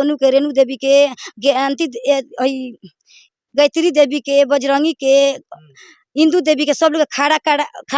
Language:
Bhojpuri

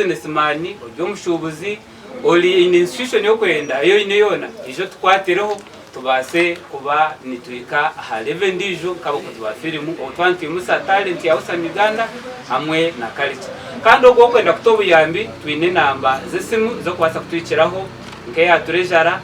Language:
Nyankole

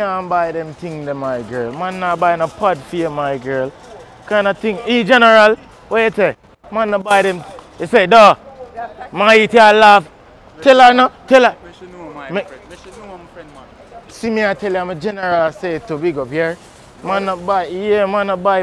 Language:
Jamaican Creole English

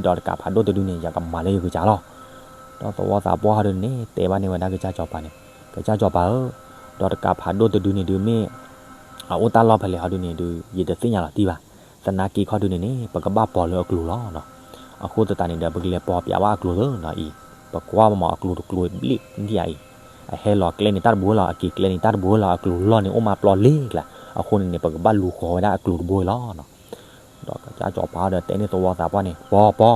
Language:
S'gaw Karen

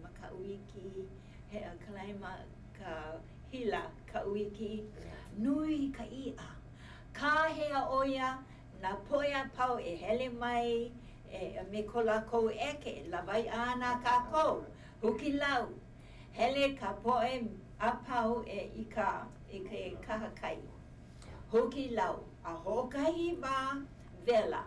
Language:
Hawaiian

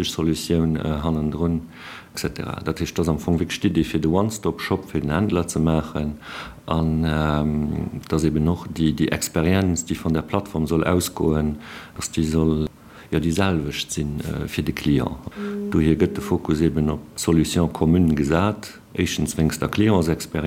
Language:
Luxembourgish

